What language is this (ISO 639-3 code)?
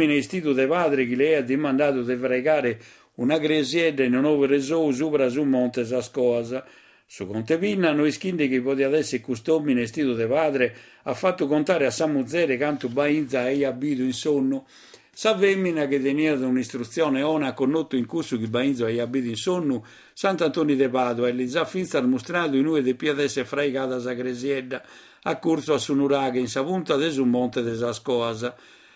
srd